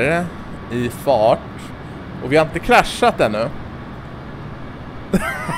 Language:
Swedish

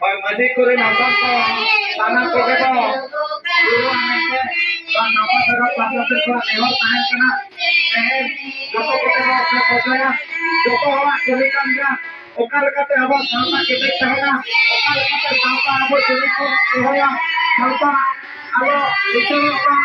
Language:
Santali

